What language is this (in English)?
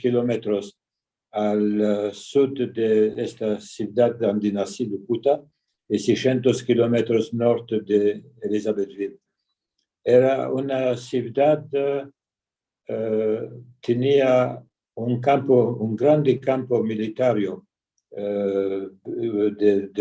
Ladino